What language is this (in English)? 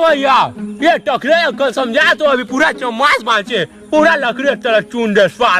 Chhattisgarhi